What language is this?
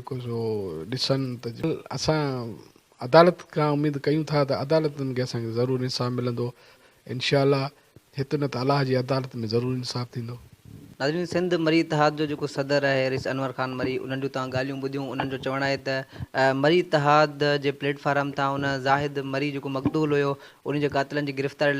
Sindhi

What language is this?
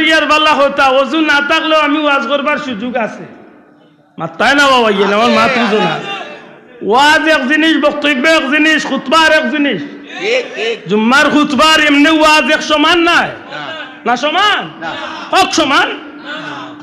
Sylheti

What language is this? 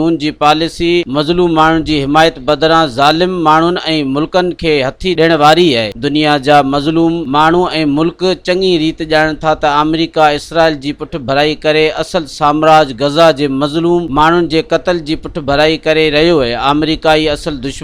Sindhi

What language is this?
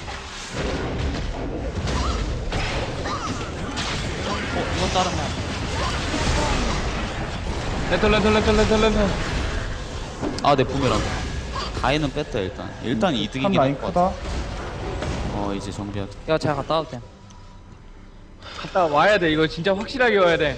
Korean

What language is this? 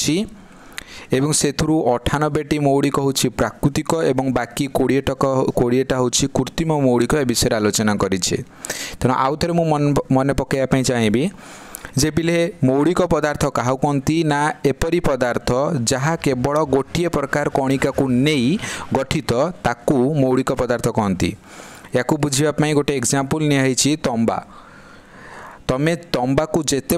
Odia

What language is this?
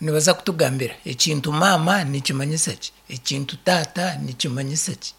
Nyankole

